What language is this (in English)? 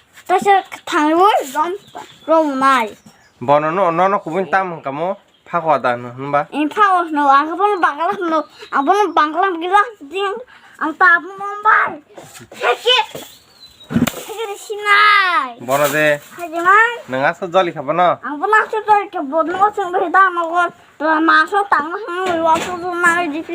Kok Borok